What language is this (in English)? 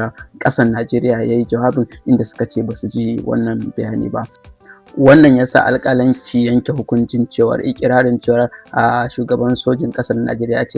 Hausa